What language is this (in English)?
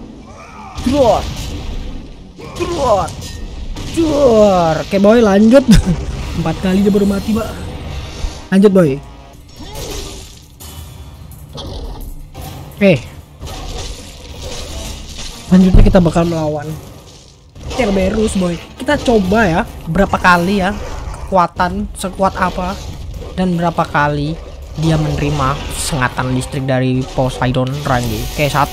Indonesian